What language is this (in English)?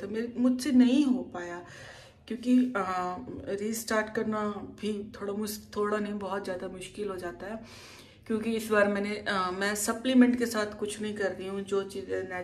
Hindi